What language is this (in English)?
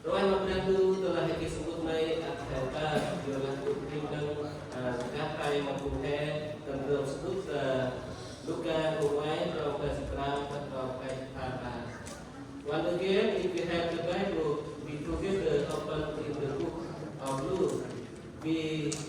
Central Mnong